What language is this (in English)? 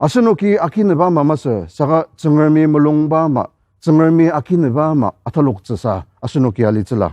Ao Naga